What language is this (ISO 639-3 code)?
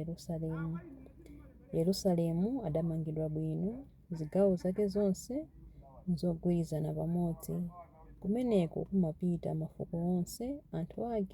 nya